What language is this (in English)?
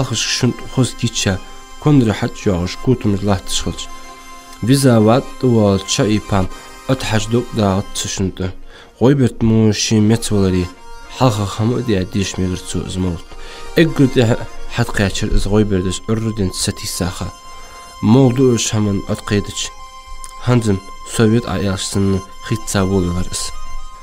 Ingush